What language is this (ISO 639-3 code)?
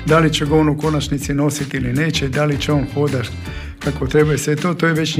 hrv